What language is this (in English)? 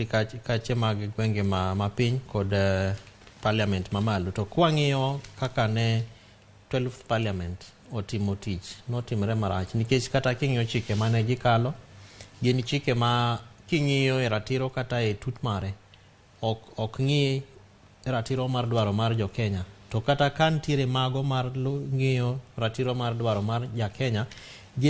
Luo (Kenya and Tanzania)